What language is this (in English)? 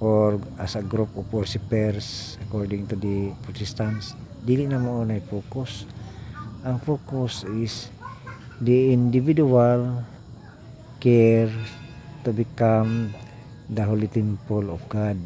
Cebuano